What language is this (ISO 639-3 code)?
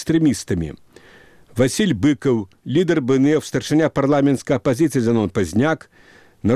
bel